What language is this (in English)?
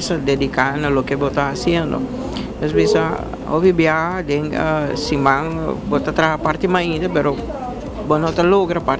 Papiamento